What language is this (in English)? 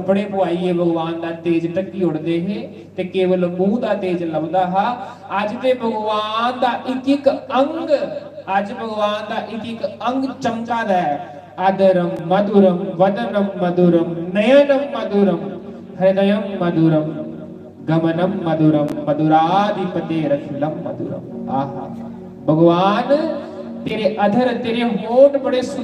Dogri